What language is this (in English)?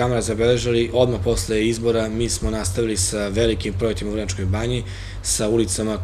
Serbian